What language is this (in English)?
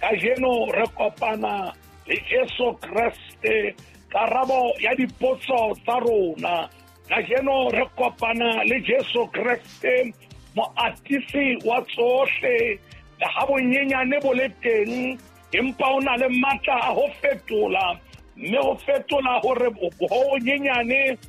Southern Sotho